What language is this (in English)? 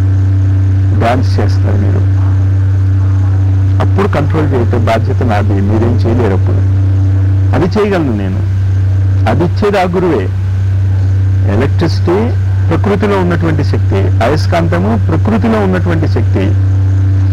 Telugu